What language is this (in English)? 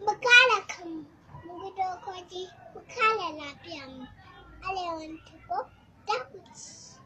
Hausa